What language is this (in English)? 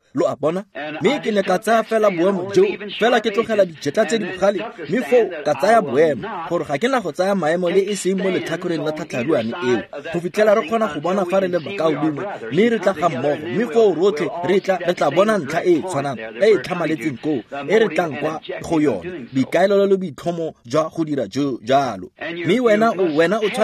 Tswana